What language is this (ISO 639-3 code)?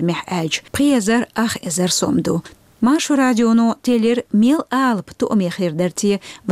che